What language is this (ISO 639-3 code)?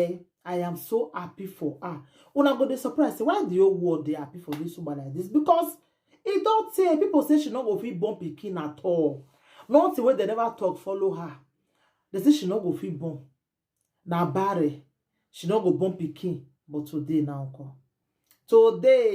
pcm